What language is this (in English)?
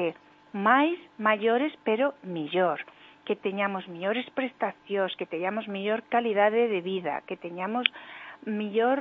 Galician